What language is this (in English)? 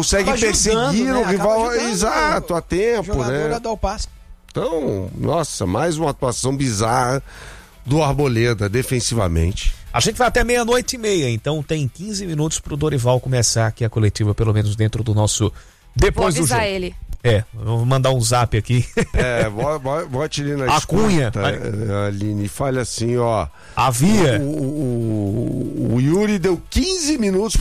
Portuguese